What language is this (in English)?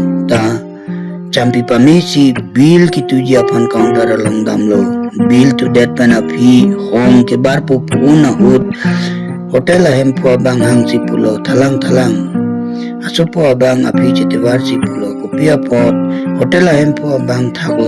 Karbi